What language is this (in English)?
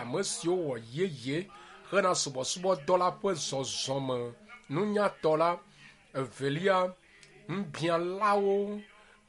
Ewe